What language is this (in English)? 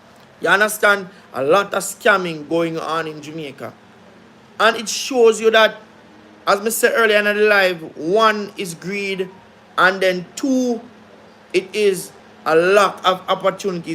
Jamaican Creole English